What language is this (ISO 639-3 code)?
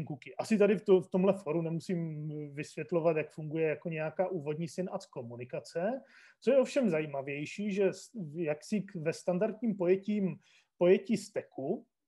ces